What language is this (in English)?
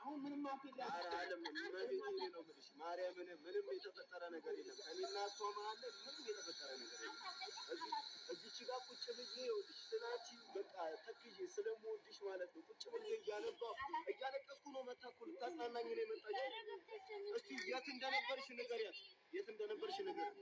Amharic